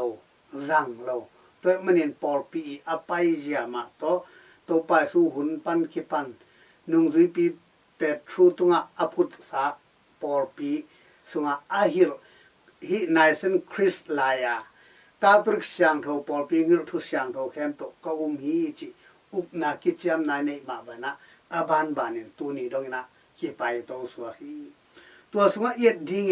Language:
Tedim Chin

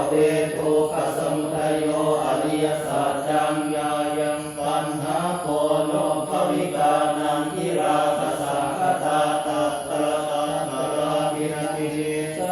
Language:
Pali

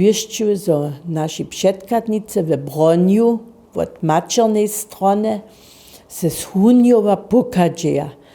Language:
Upper Sorbian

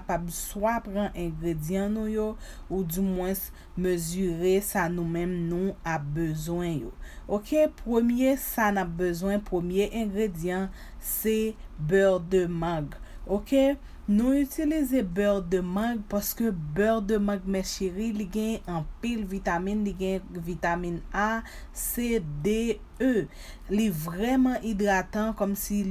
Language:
Haitian Creole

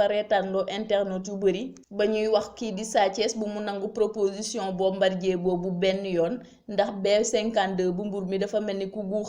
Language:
Wolof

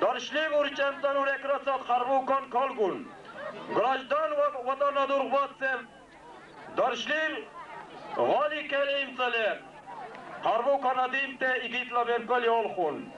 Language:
Dargwa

